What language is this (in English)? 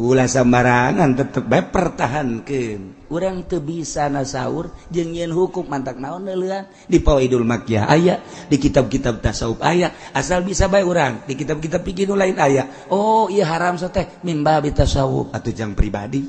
Sundanese